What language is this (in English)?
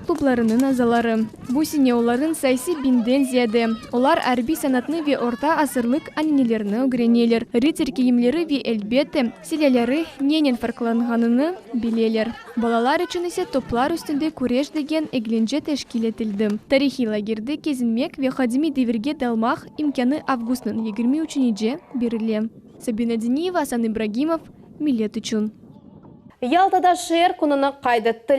Crimean Tatar